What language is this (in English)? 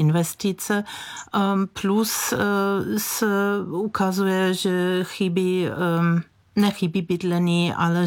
Czech